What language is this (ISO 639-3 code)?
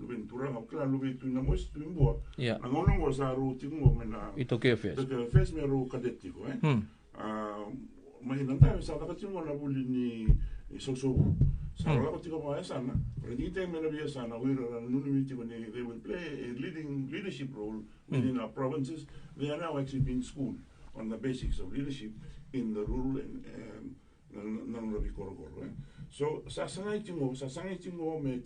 fij